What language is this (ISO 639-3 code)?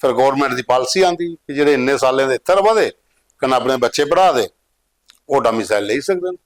doi